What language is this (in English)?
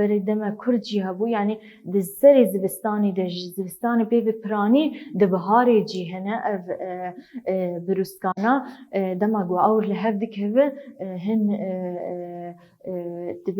Kurdish